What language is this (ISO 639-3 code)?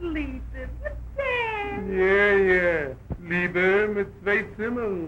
yid